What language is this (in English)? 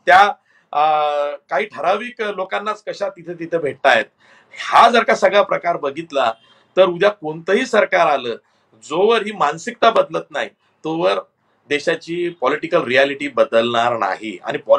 Marathi